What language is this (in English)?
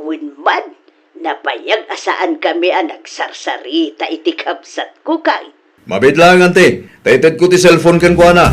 Iloko